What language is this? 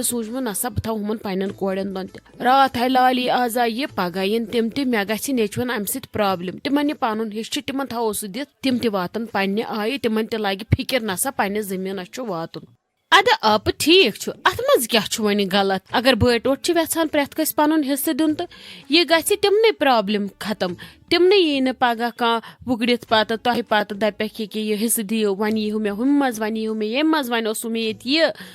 Kashmiri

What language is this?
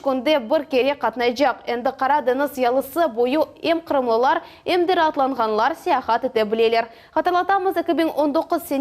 Crimean Tatar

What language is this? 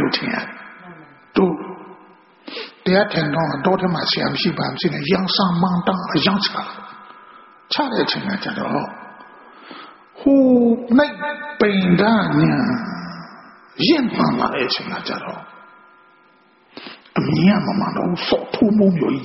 Burmese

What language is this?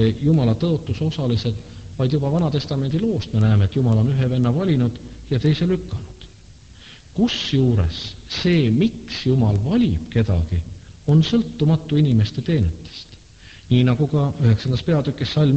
Estonian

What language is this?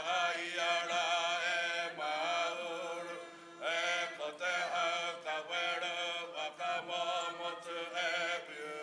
Māori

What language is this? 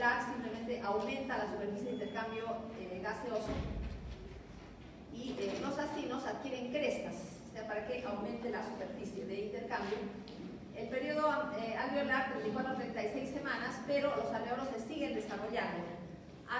Spanish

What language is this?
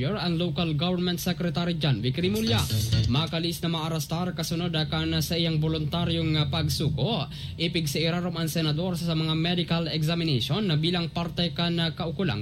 Bikol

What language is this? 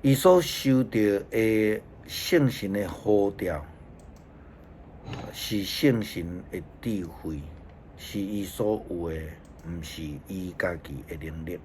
Min Nan Chinese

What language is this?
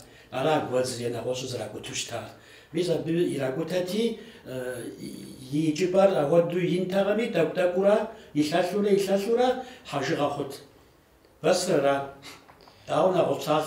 Kabardian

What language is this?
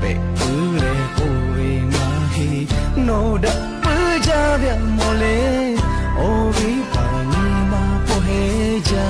Lahu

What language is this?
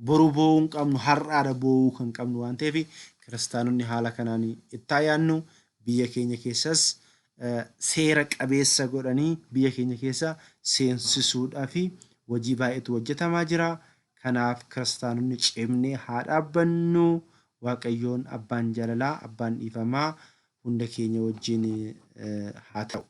Oromo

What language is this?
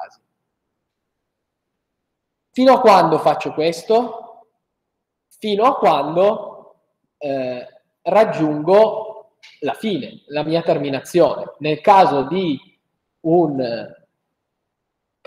Italian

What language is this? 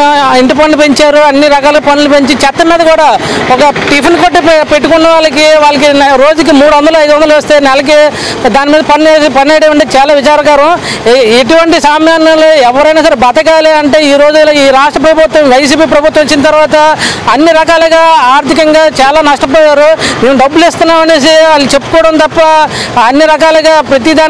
Telugu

